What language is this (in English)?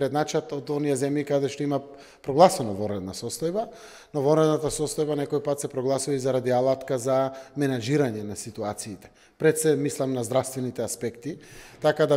Macedonian